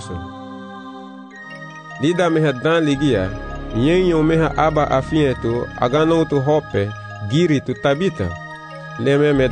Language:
Garifuna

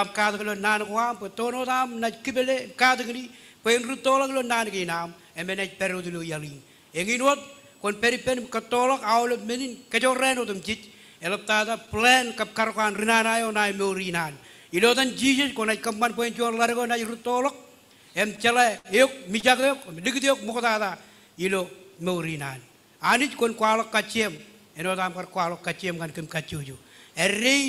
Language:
Marshallese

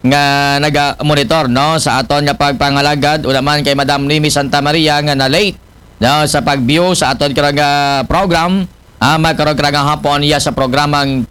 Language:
Aklanon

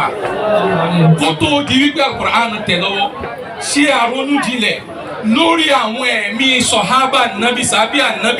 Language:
Yoruba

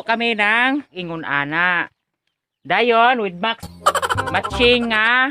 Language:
Cebuano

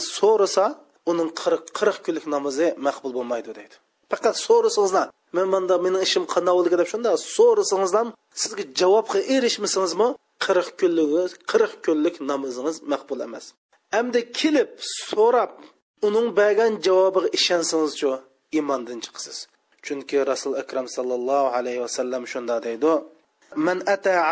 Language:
Uyghur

